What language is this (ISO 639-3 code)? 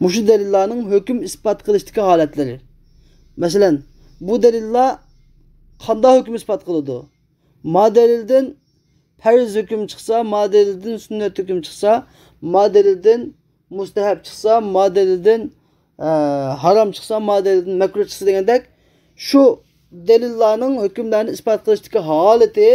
uig